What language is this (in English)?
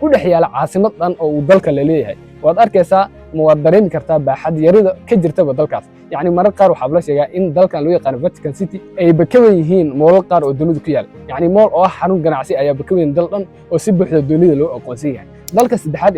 Somali